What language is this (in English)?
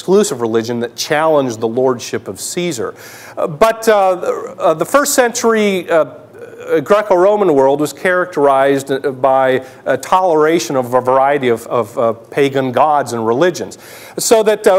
English